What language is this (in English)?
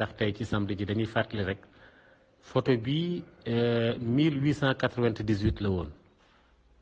Wolof